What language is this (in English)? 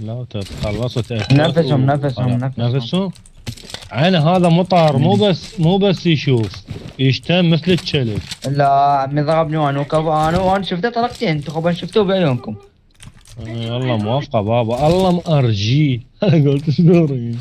Mesopotamian Arabic